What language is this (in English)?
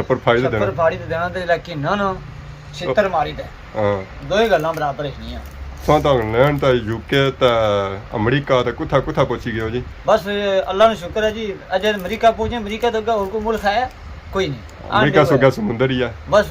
Pahari-Potwari